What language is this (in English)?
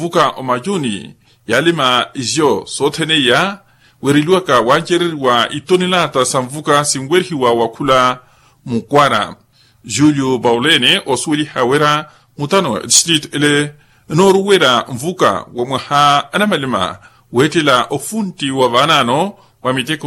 Makhuwa